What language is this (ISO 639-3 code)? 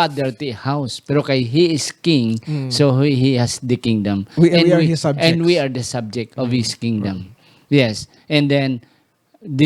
hil